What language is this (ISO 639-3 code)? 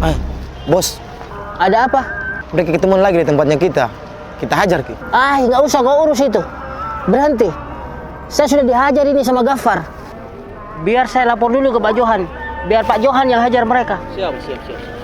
mfp